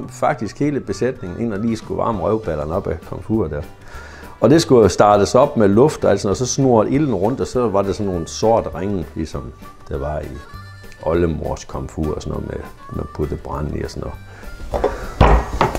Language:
Danish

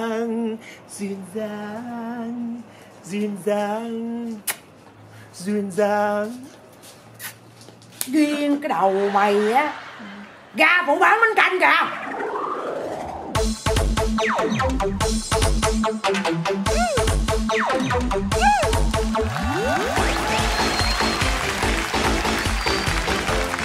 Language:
Vietnamese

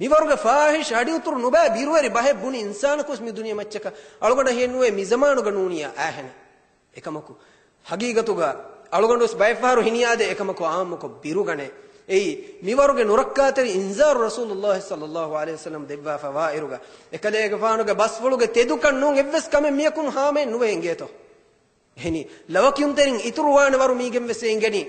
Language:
Divehi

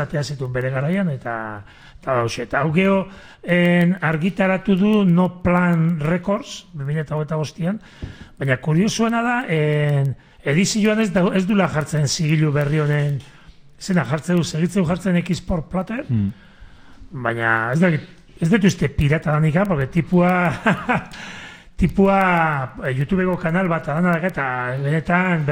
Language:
Basque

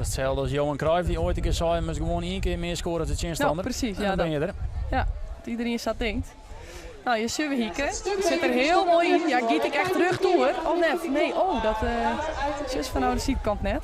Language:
Western Frisian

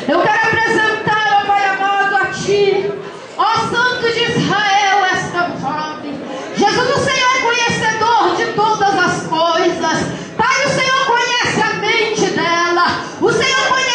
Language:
Portuguese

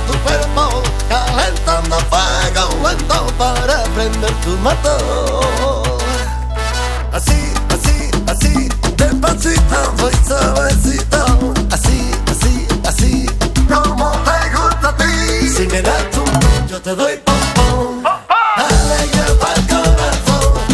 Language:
Spanish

